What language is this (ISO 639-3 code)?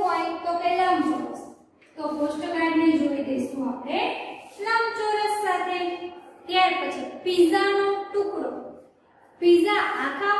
guj